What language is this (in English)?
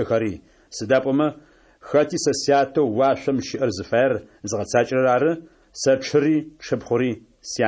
Adyghe